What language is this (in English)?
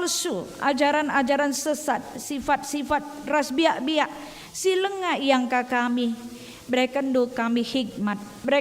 Batak Karo